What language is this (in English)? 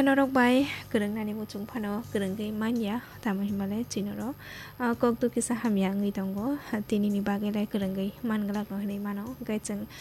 Kok Borok